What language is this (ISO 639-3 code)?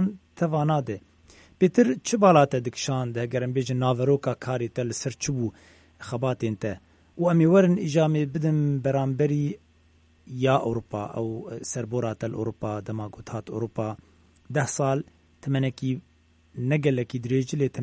kur